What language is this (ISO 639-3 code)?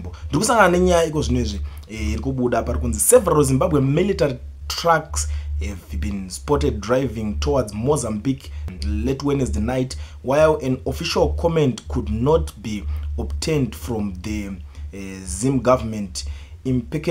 sna